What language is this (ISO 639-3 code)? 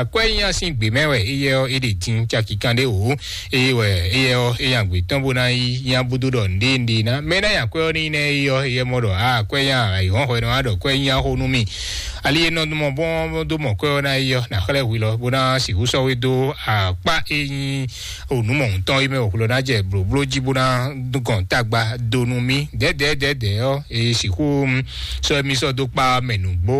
fon